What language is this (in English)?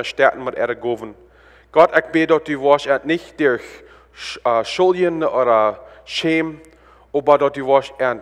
Plautdietsch